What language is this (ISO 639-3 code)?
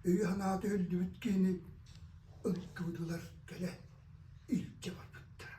sah